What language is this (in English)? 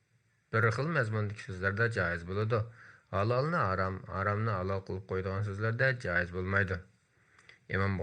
Uyghur